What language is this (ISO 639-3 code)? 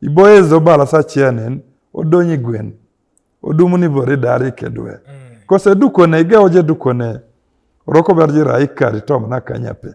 teo